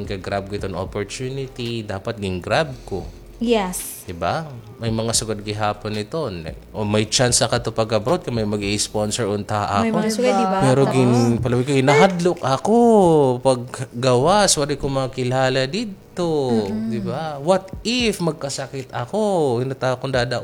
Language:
Waray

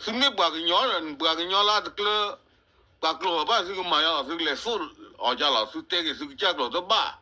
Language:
S'gaw Karen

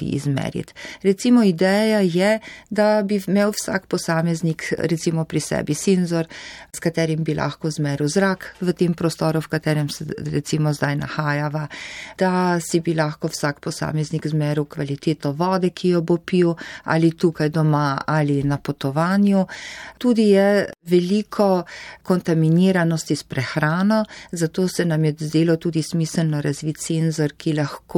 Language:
Slovenian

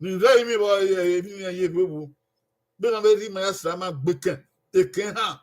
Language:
Bini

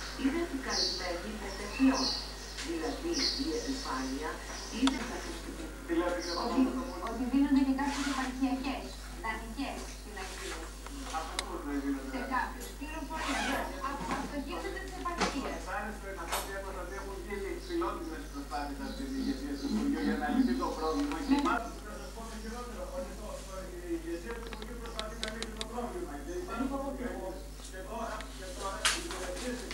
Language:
Greek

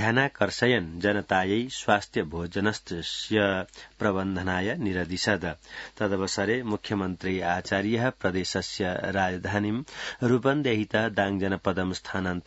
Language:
Sanskrit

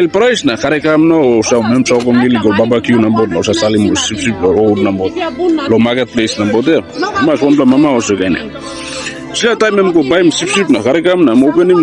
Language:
Tok Pisin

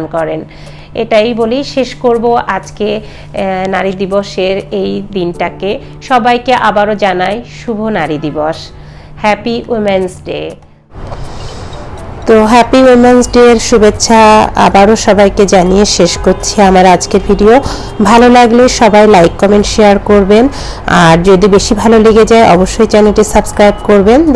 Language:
Bangla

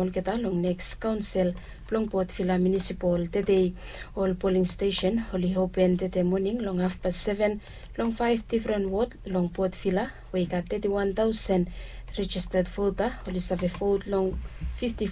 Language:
Bislama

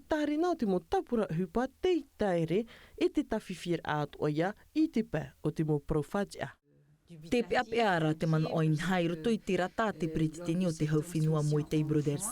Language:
Tahitian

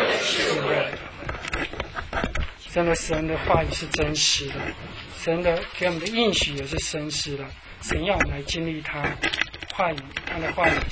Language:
Chinese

